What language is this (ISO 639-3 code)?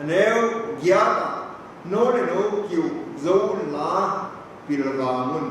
ctd